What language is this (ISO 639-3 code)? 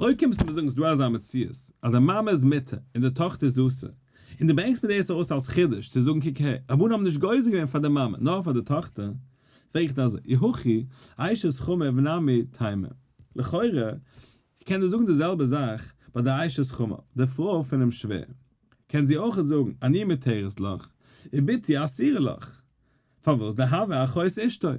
yid